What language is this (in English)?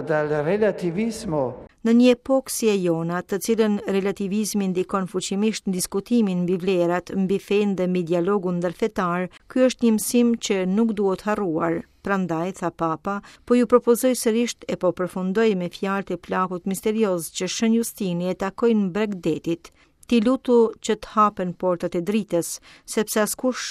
Albanian